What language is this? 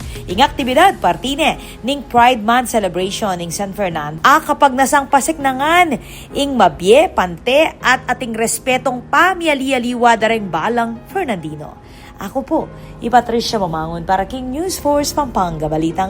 Pampanga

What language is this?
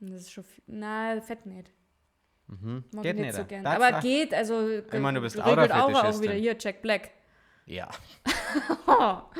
Bavarian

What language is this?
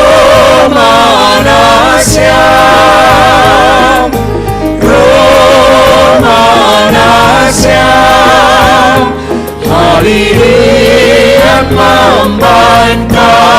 Batak Simalungun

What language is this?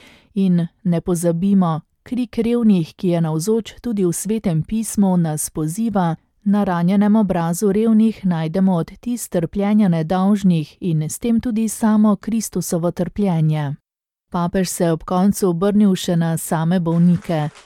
Slovenian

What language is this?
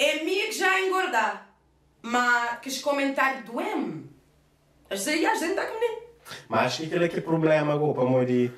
Kabuverdianu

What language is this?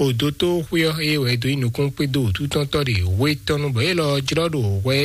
Fon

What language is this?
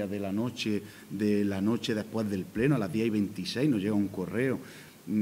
Spanish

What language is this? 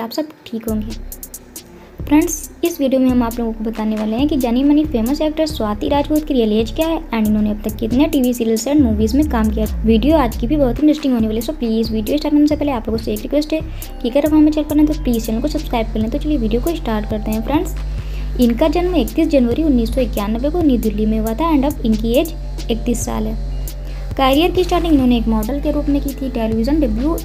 Hindi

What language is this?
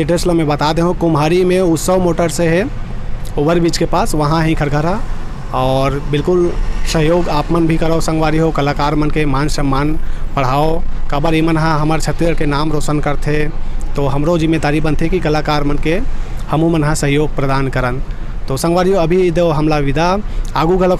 Chhattisgarhi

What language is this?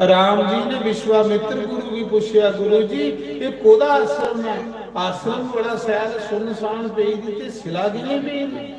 Dogri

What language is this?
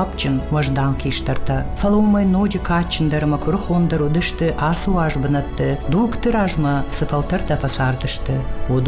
Ossetic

